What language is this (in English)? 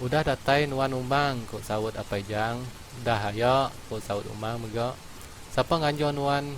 Iban